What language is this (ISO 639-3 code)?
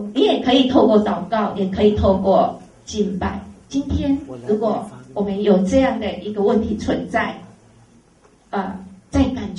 zho